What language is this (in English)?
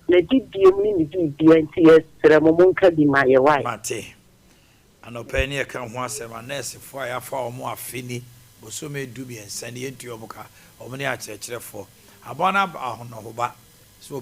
Akan